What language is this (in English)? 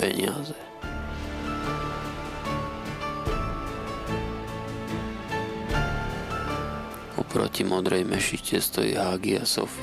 Slovak